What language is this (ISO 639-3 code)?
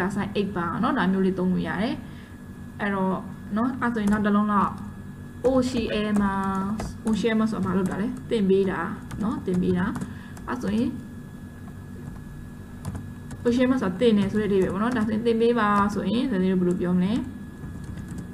mya